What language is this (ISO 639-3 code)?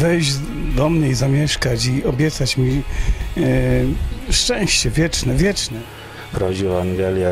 pol